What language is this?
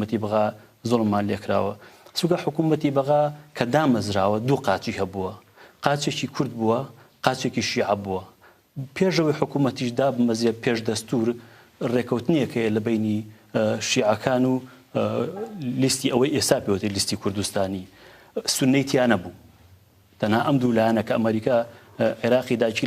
Central Kurdish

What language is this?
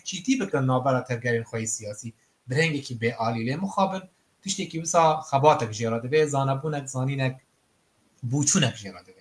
Kurdish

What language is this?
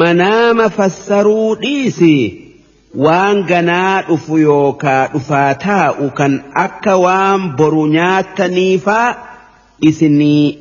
Oromo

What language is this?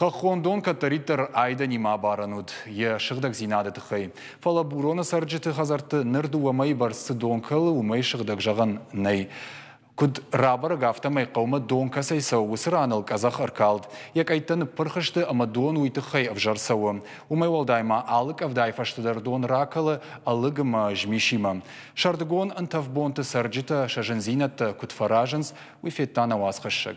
Ossetic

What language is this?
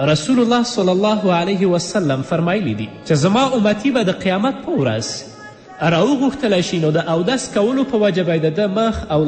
Pashto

